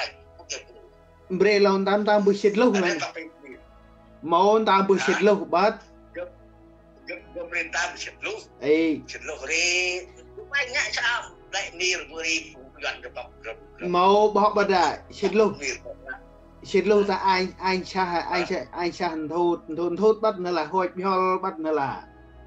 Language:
Central Mnong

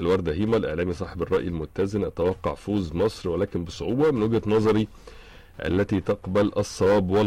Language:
Arabic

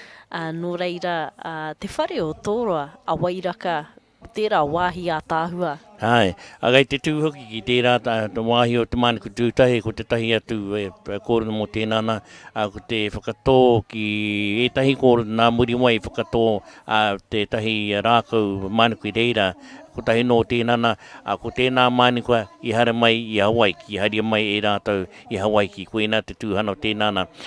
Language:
Māori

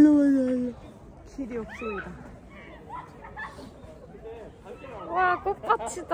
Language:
Korean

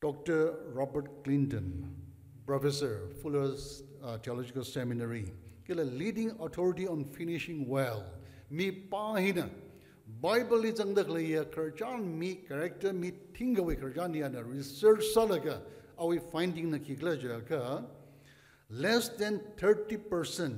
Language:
Tangkhul Naga (India)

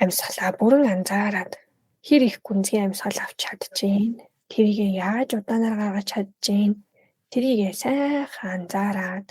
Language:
Mongolian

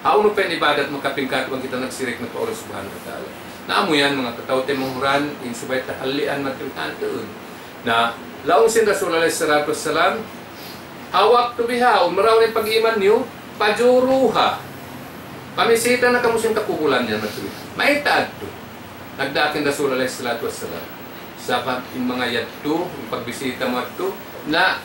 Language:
Tausug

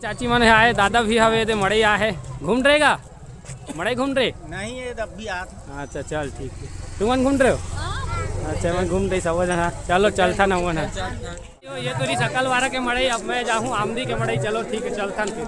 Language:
Chhattisgarhi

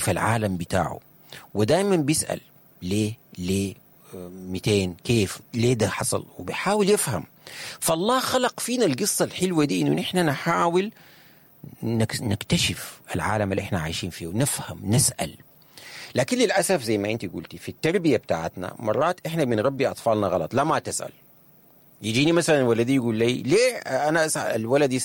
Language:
Sudanese Arabic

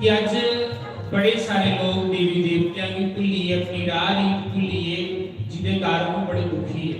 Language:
Dogri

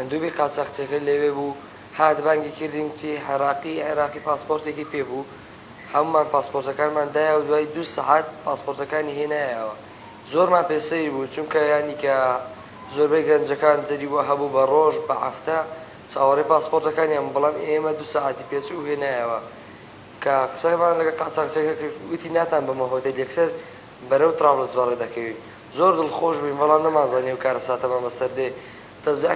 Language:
Central Kurdish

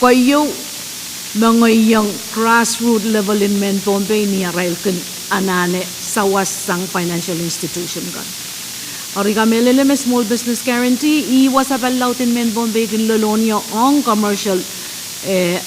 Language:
Pohnpeian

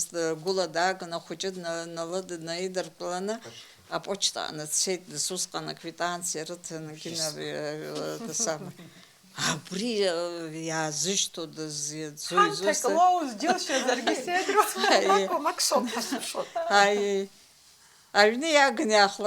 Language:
Abkhazian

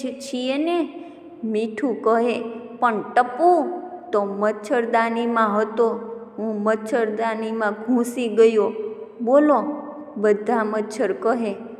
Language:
Gujarati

